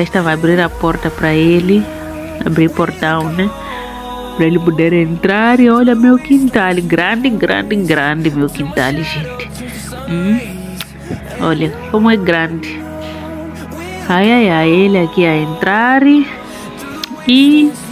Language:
Portuguese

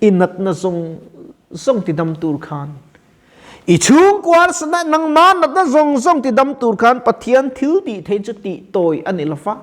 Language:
Mizo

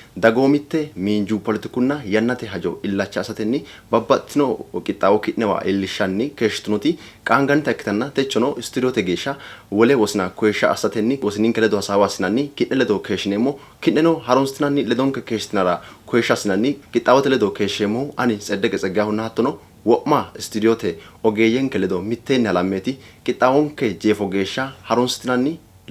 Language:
Sidamo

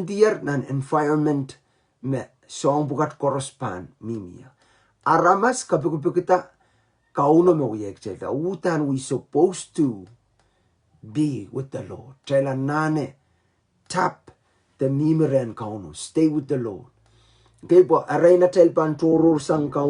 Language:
Pohnpeian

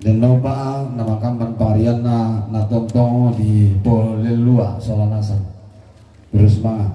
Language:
Toraja-Sa'dan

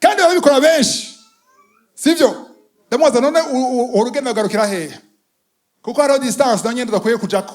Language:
Rundi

